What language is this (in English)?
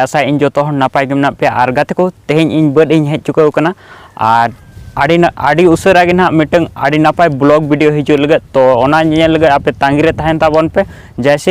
Santali